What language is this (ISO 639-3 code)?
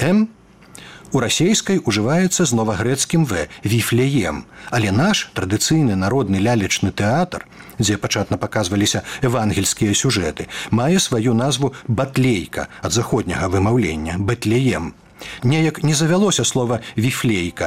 bel